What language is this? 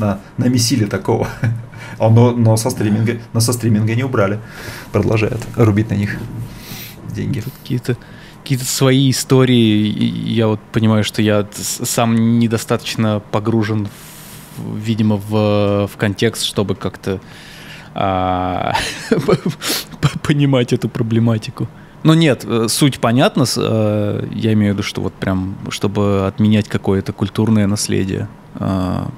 Russian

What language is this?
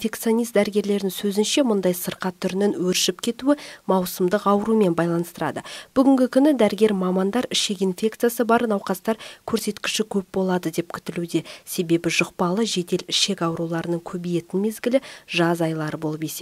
Kazakh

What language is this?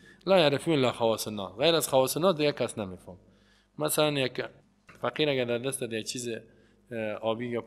Persian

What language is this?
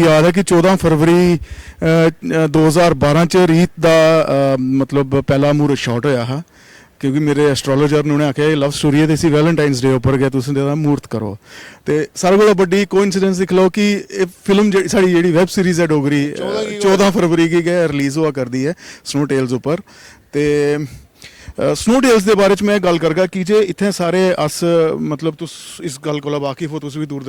Dogri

